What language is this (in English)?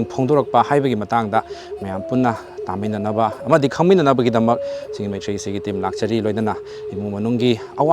Manipuri